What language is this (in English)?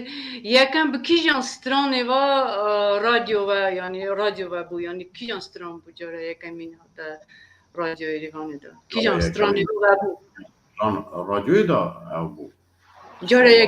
Kurdish